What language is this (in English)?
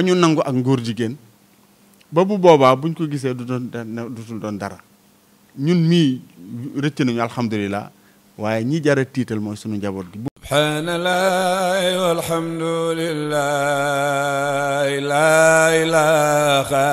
Wolof